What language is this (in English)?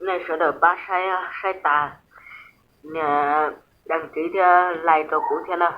Hmong